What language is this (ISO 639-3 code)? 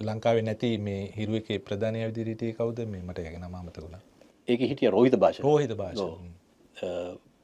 sin